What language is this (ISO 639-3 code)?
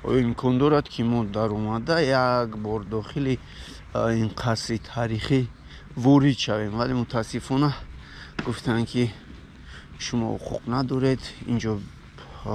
tgk